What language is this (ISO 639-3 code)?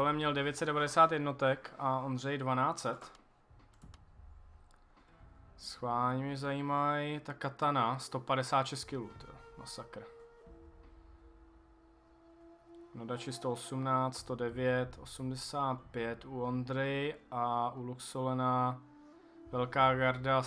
ces